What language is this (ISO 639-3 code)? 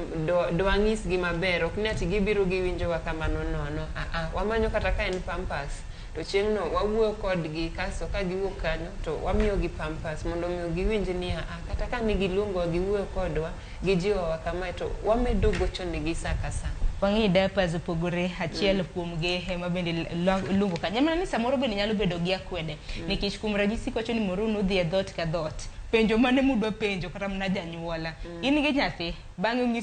luo